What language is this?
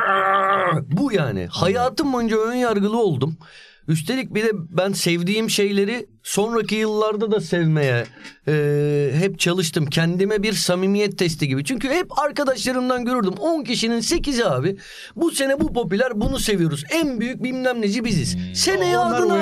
Turkish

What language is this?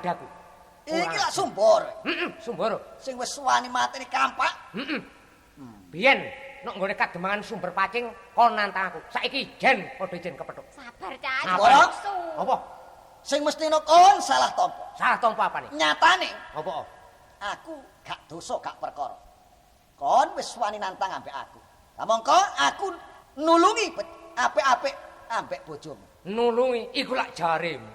Javanese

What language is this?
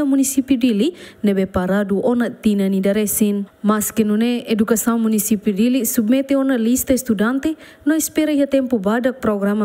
Tetum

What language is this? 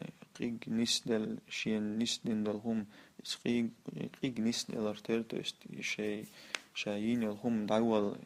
Chechen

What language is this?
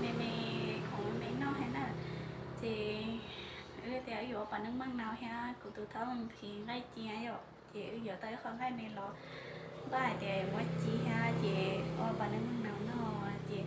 Hmong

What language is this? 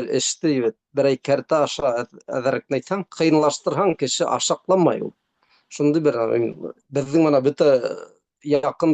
Bashkir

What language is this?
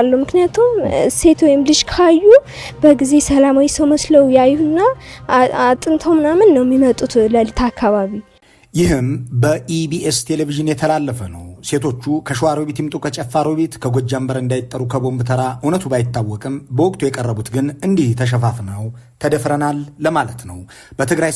Amharic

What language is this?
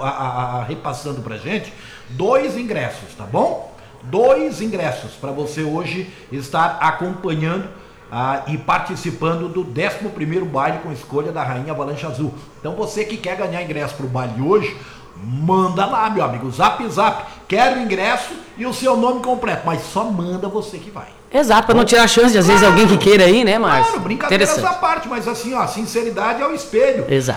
Portuguese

